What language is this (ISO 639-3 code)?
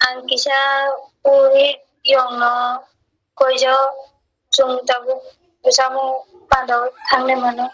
trp